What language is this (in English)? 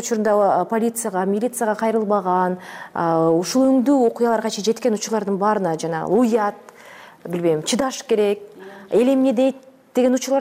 Kyrgyz